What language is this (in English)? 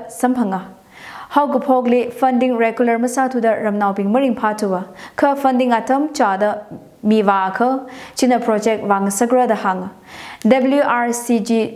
Tangkhul Naga (India)